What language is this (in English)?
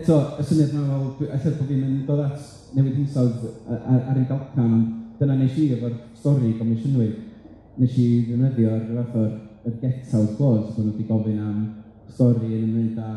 Welsh